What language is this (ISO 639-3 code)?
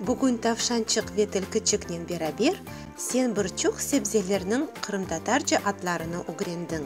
crh